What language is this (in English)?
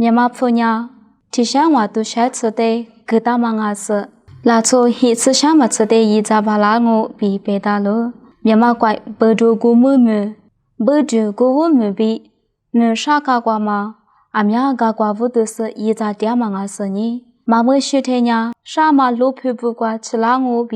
Lisu